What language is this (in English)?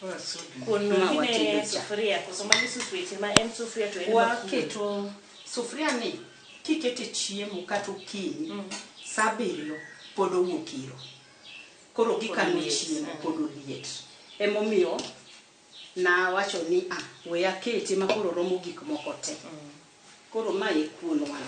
Luo (Kenya and Tanzania)